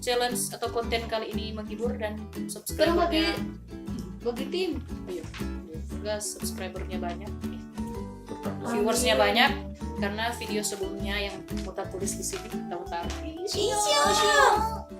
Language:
Manado Malay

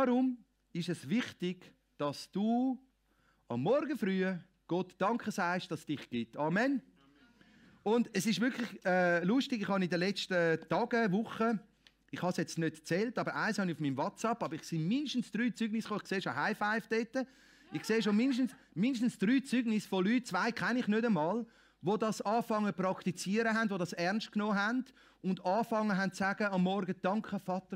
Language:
German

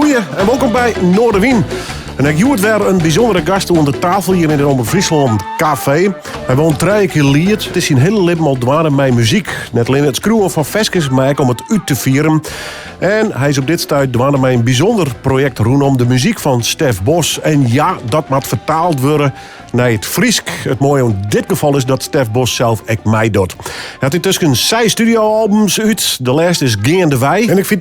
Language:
Western Frisian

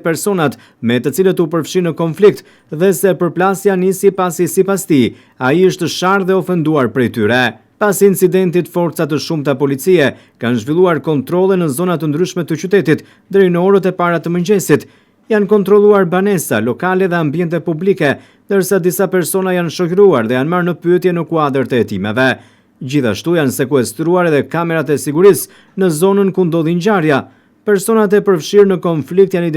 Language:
Albanian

